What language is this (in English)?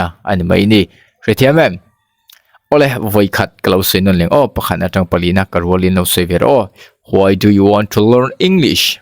Mizo